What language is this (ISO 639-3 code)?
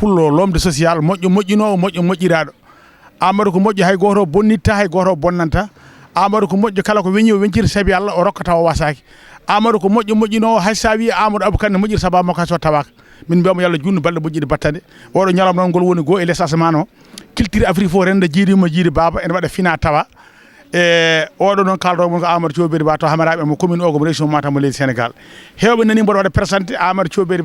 ful